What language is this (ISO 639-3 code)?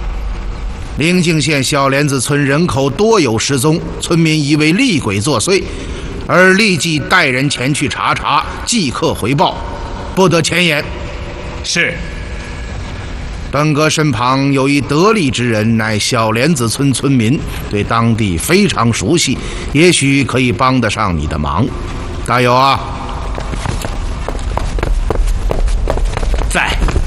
zho